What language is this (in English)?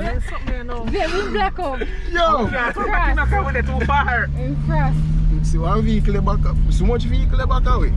Jamaican Creole English